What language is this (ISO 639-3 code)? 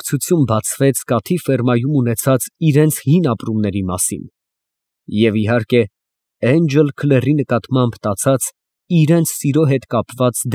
hye